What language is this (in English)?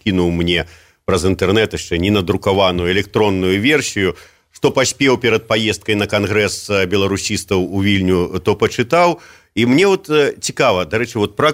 Belarusian